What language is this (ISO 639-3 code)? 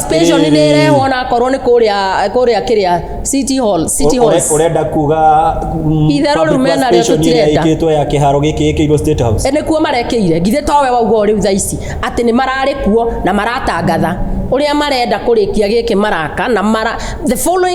kik